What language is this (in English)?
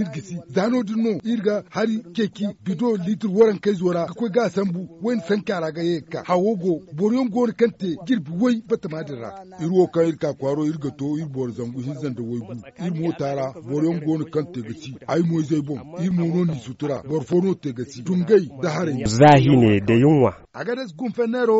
Zarma